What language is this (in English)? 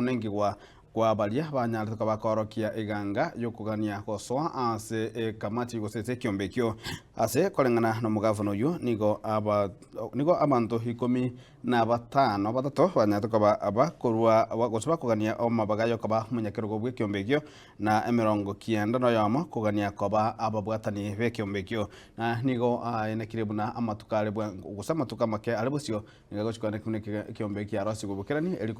Gusii